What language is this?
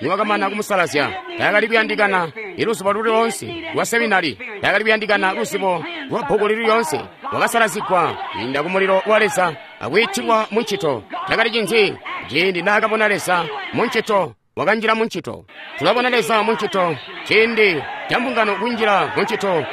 Tonga (Zambia)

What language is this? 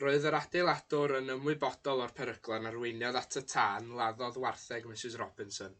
Welsh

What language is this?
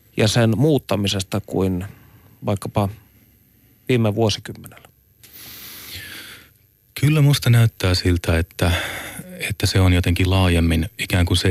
Finnish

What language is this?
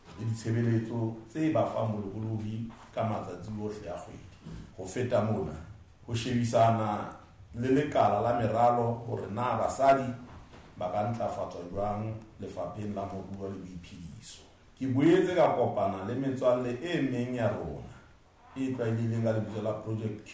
Southern Sotho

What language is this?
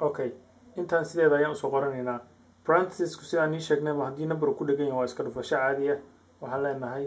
Somali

